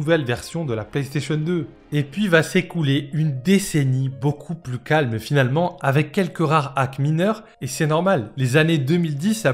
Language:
French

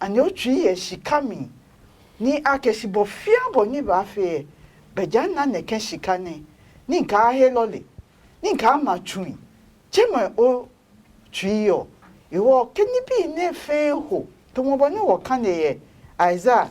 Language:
Adangme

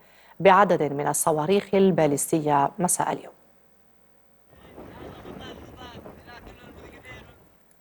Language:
Arabic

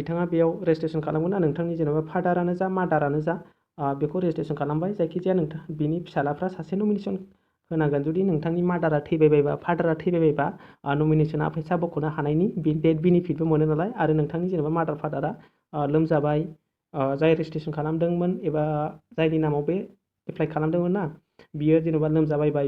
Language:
Bodo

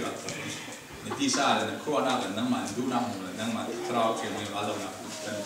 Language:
Falam Chin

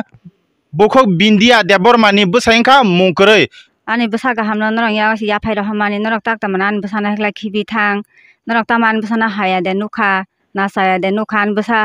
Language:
Kok Borok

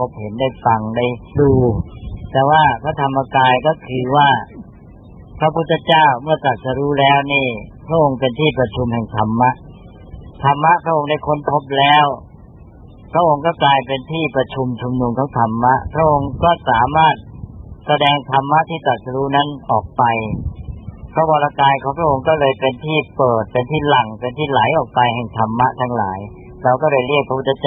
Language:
Thai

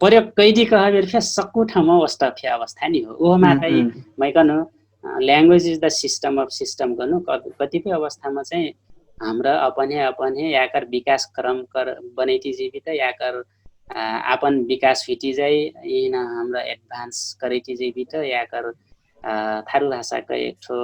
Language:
Dangaura Tharu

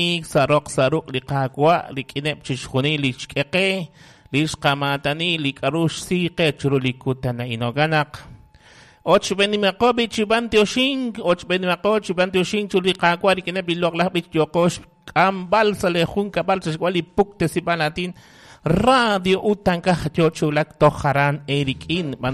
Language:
Kekchí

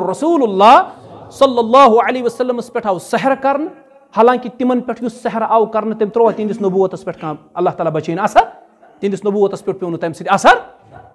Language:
Kashmiri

